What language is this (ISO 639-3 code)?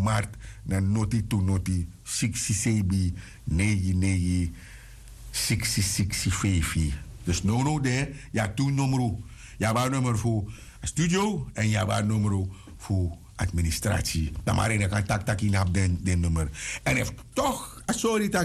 srn